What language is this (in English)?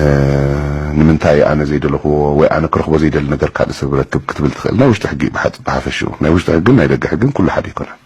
Tigrinya